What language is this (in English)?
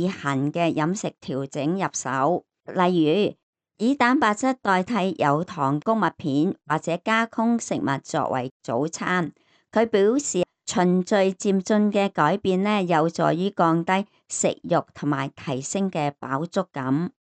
Cantonese